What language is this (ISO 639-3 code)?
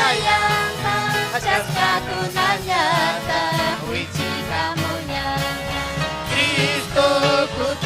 quy